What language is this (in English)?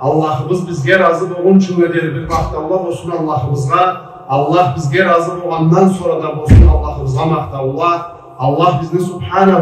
Karachay-Balkar